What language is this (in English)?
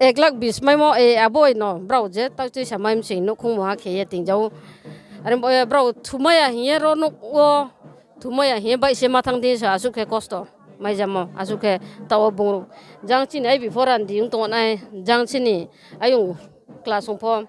Riang (India)